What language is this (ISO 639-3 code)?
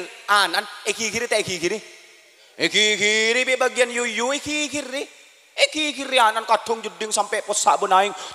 mad